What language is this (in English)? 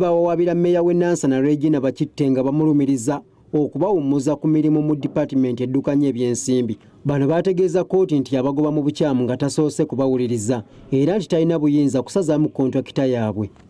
Ganda